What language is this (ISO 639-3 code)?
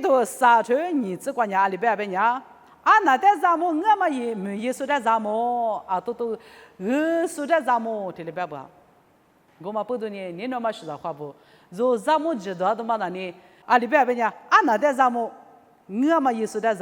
lis